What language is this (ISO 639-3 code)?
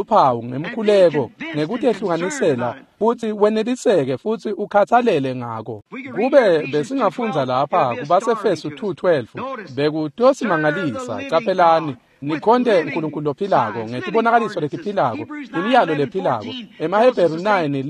ssw